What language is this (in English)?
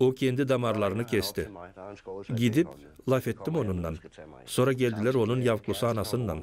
Gagauz